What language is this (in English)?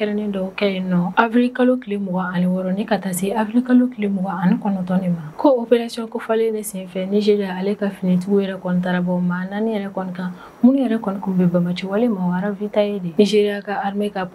Bambara